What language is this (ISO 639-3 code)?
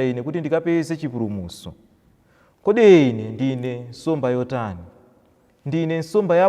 nya